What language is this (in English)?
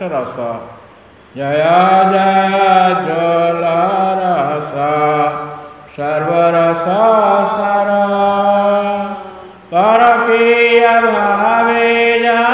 Odia